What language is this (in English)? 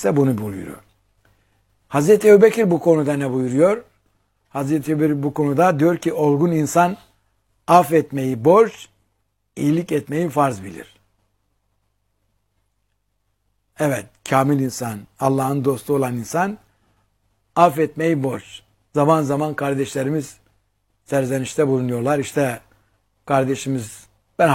Turkish